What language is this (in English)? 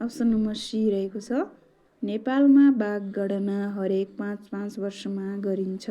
Nepali